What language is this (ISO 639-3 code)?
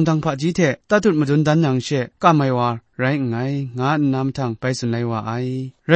kac